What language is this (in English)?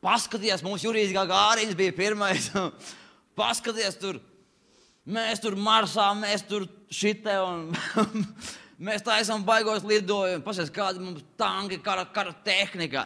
Latvian